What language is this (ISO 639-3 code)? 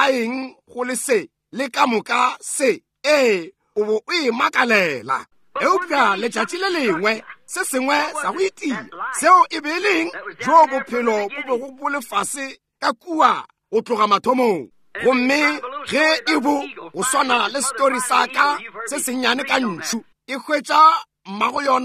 nso